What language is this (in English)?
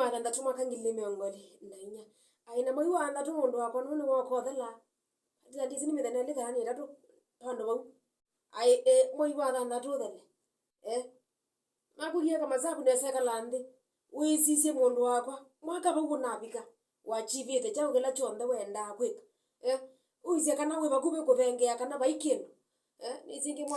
Kamba